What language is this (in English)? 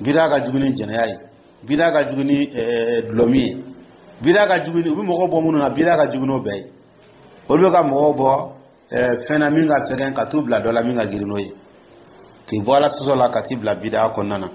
Dyula